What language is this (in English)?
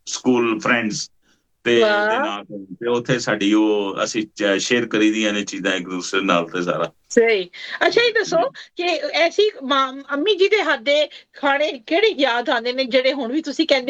Punjabi